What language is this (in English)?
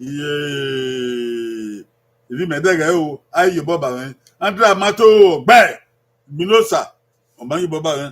Bini